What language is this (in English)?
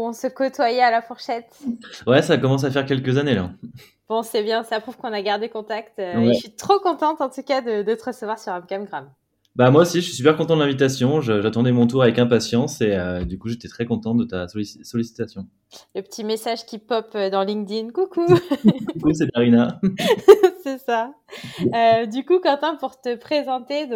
French